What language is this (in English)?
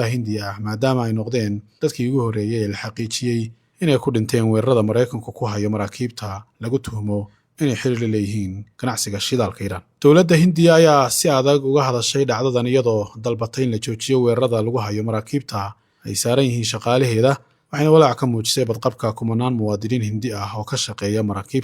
Somali